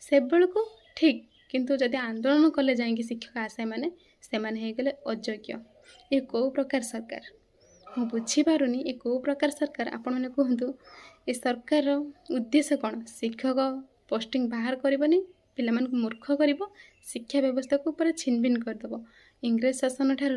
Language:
Odia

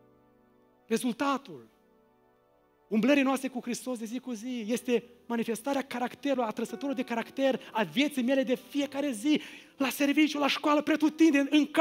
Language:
Romanian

